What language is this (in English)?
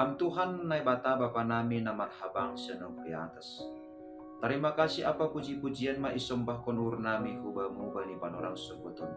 Batak Simalungun